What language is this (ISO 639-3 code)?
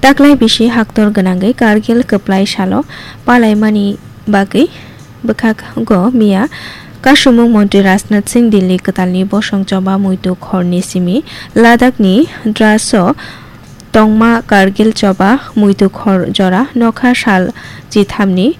trp